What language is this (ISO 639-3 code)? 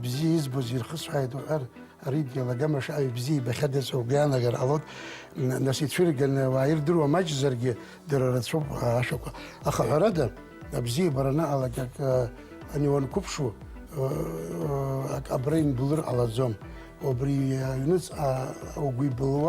abk